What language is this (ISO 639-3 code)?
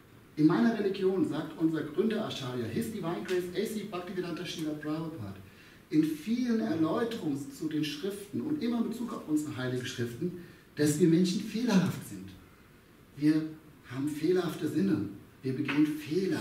deu